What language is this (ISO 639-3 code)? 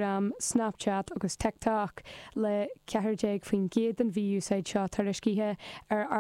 gle